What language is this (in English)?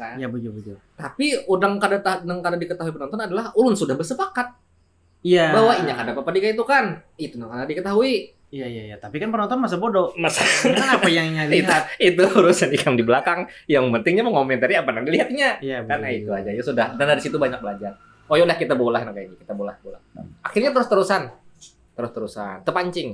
Banjar